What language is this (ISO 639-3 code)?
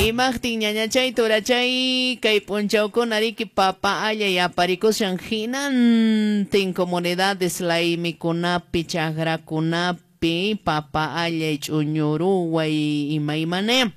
que